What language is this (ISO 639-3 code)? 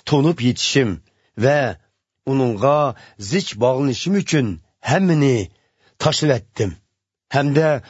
uig